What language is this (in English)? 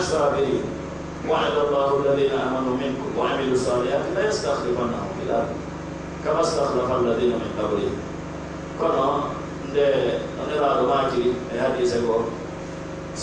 Pular